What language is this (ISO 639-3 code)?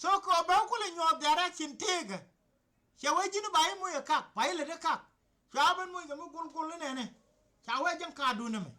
nus